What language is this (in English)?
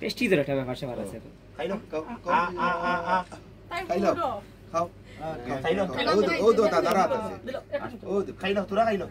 Sylheti